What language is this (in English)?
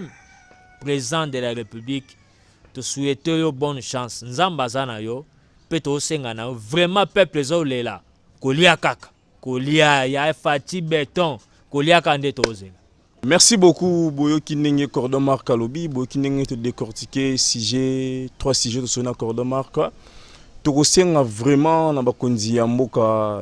Lingala